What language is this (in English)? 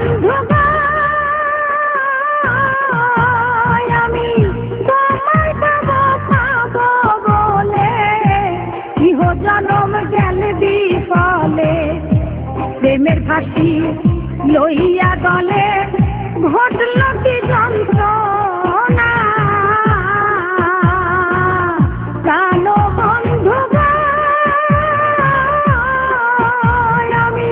Bangla